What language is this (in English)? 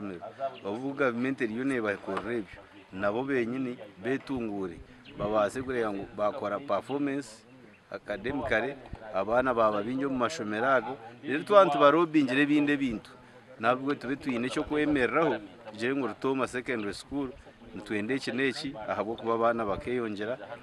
Nyankole